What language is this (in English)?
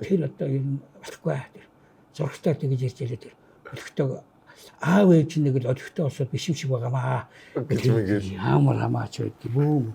Mongolian